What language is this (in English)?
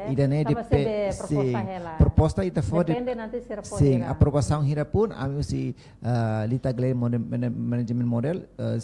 Tetum